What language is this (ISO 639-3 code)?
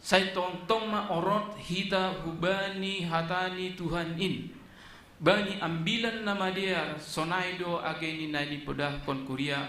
bts